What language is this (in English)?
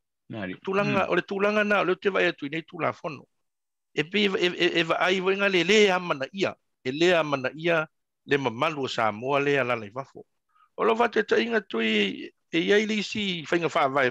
Samoan